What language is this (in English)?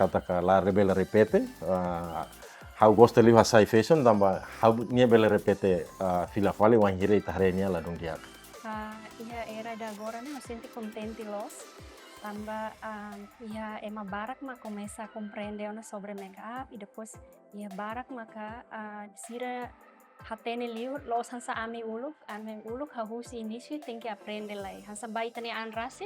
Tetum